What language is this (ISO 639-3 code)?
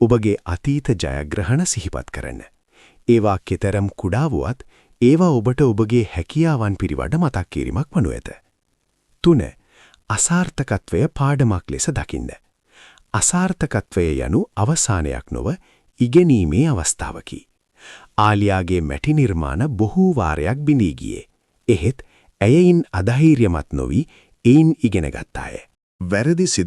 sin